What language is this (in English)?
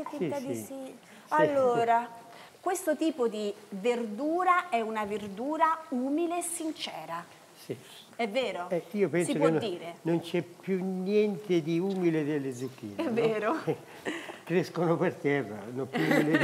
Italian